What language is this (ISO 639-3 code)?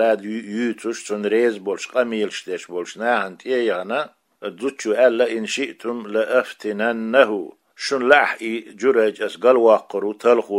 che